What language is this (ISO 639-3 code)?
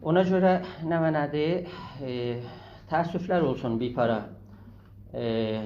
azb